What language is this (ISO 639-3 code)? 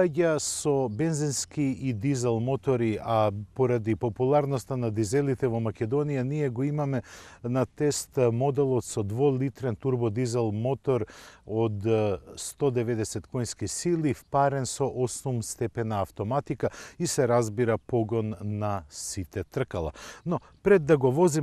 mkd